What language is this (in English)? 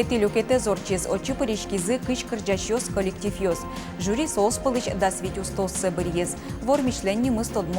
Udmurt